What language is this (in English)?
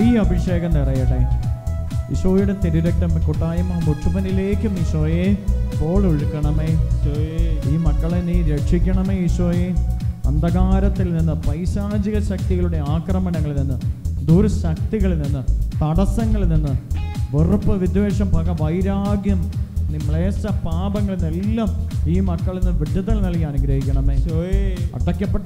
Malayalam